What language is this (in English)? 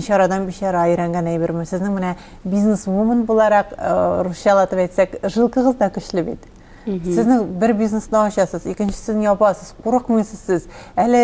Tatar